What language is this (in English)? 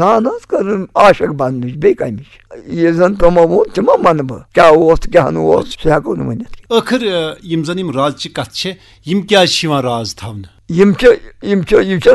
Kashmiri